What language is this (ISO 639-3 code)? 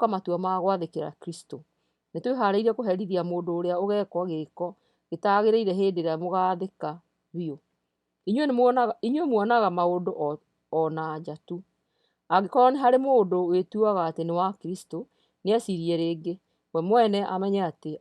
kik